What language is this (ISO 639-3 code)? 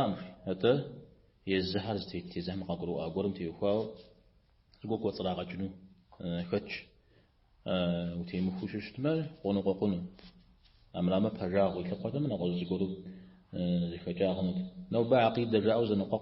kbd